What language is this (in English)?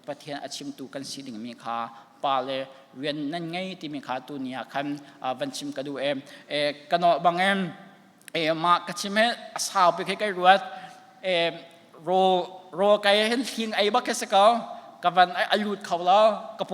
Hakha Chin